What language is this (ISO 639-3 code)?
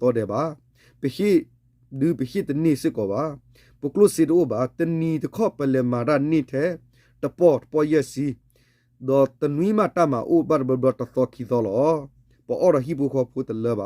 ksw